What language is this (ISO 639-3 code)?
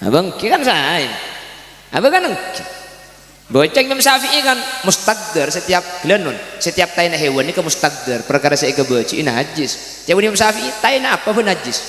mad